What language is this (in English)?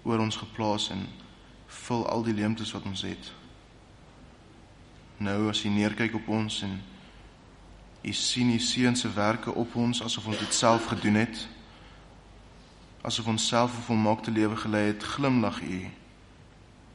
Afrikaans